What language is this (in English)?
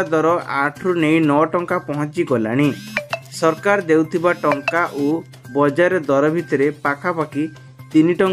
Odia